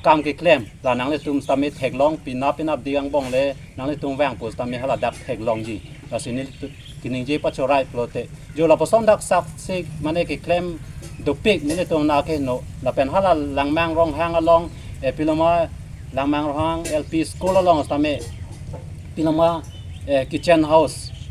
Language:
Karbi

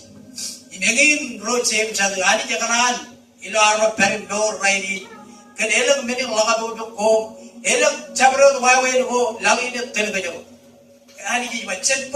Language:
Marshallese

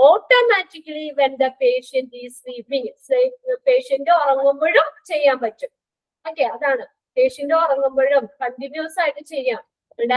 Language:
Malayalam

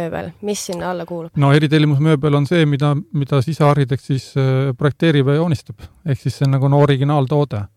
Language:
Estonian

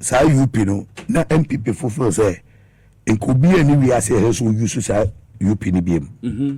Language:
Akan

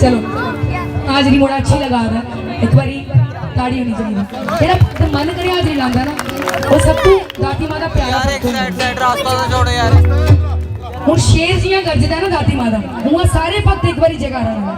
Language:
Dogri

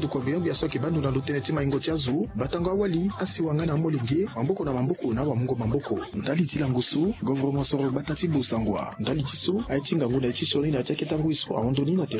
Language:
Sango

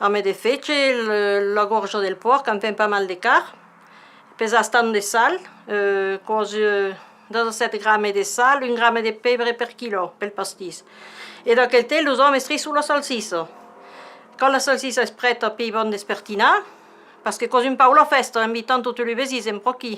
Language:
Occitan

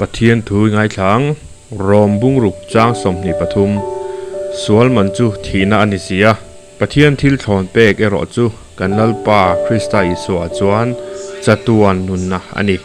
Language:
Mizo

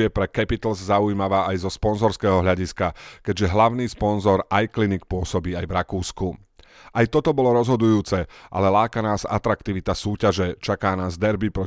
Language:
Slovak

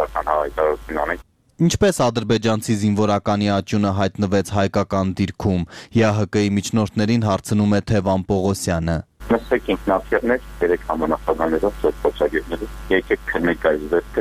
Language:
Armenian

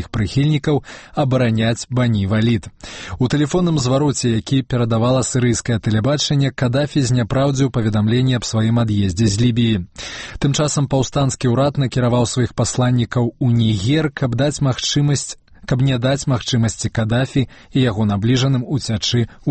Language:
Belarusian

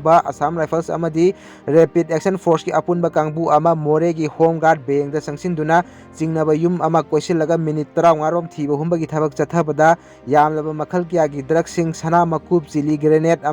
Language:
Manipuri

